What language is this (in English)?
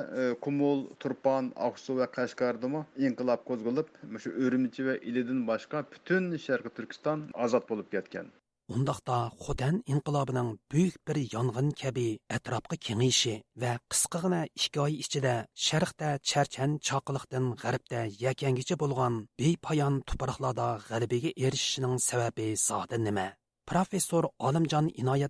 Uyghur